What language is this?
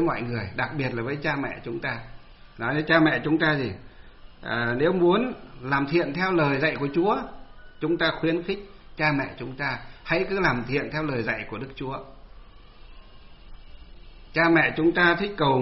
Vietnamese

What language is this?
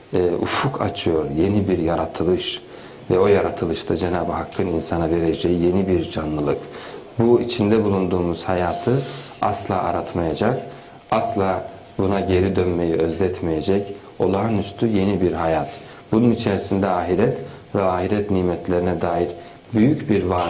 Turkish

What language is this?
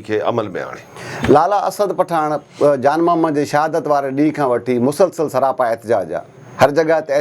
Sindhi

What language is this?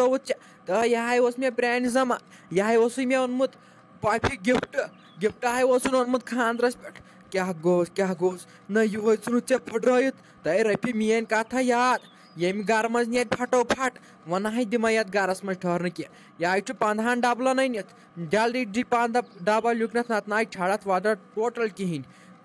Kashmiri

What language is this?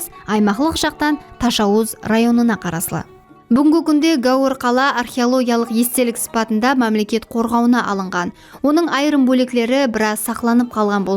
Kara-Kalpak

